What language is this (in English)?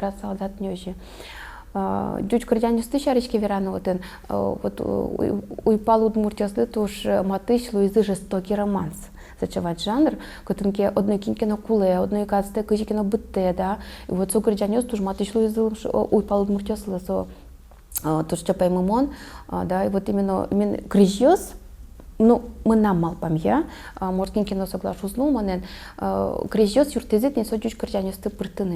Udmurt